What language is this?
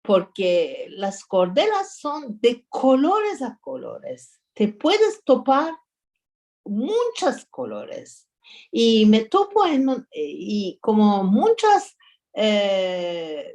Ladino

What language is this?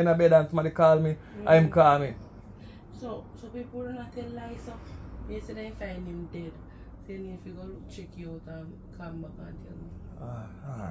Jamaican Creole English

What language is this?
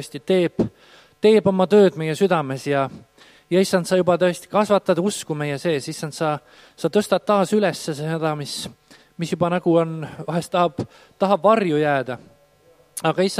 Estonian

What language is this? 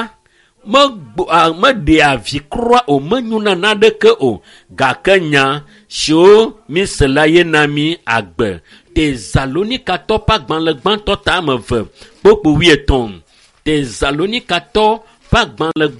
Ewe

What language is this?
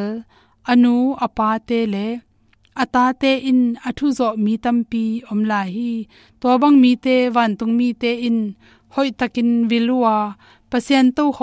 Tedim Chin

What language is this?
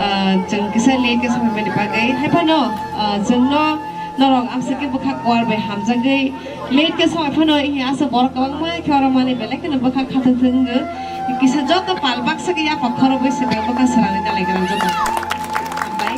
Kok Borok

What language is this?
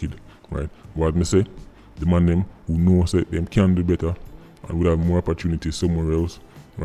Jamaican Creole English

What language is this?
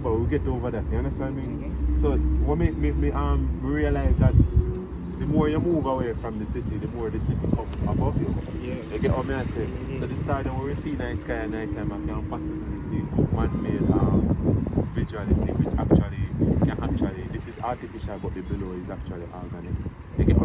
Jamaican Creole English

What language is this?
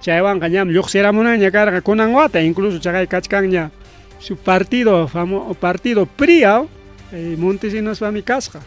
Ayacucho Quechua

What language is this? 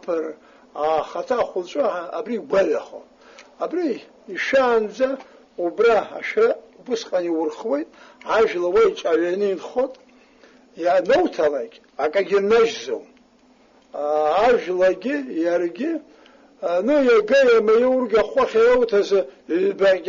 Abkhazian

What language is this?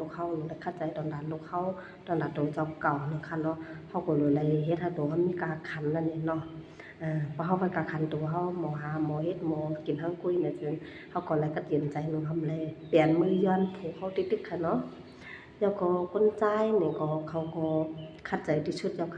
Shan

